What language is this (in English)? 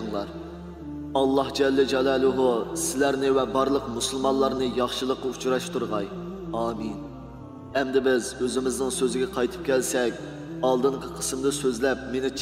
Uyghur